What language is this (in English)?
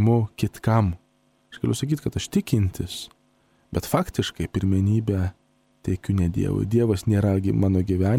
Lithuanian